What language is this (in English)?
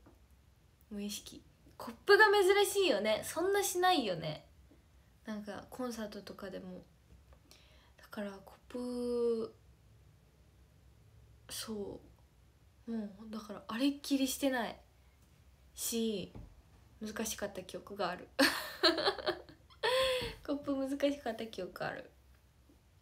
Japanese